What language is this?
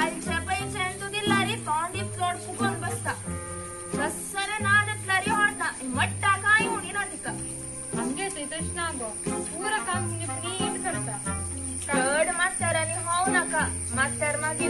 Konkani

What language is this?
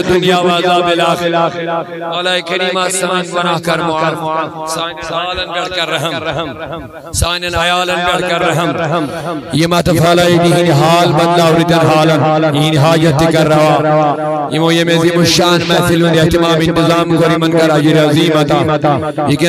Kashmiri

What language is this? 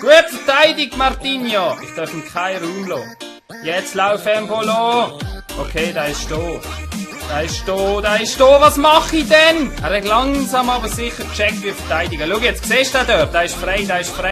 Swiss German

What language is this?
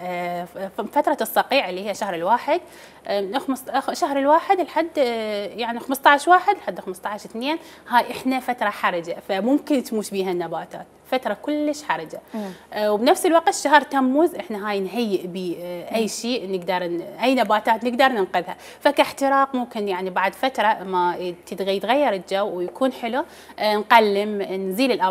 Mesopotamian Arabic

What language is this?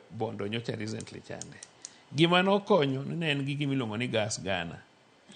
Luo (Kenya and Tanzania)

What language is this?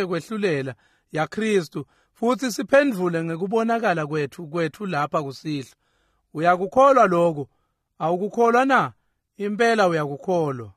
Swati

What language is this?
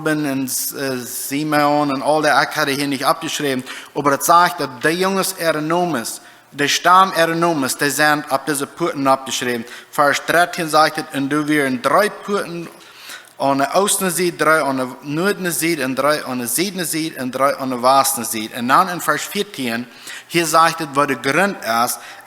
Plautdietsch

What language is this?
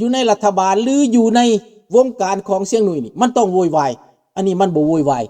Lao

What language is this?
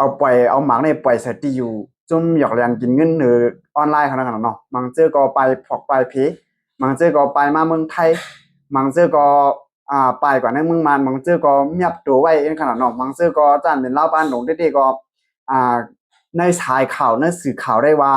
Shan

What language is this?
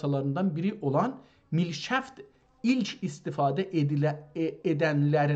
South Azerbaijani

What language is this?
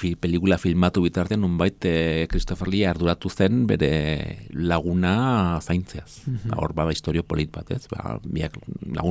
Basque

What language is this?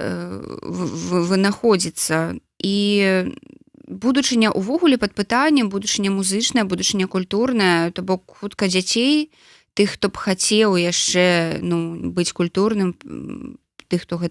Belarusian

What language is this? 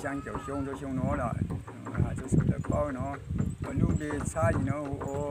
Hmong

